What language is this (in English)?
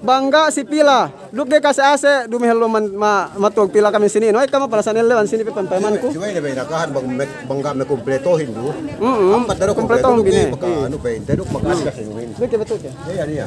Yakan